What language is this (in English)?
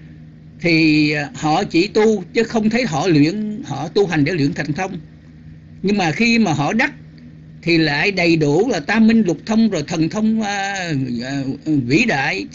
Vietnamese